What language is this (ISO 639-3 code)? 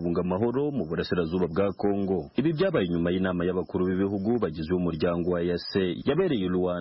kin